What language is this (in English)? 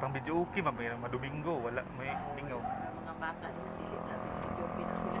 Cebuano